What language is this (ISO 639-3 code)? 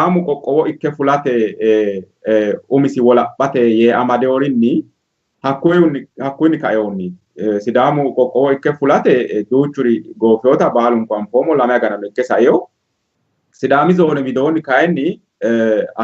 sid